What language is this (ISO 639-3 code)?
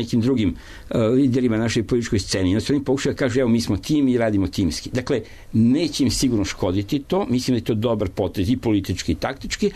srp